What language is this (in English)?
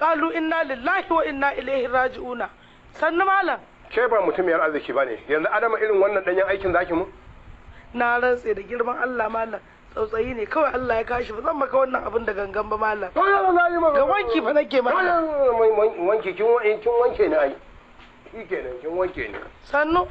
Hausa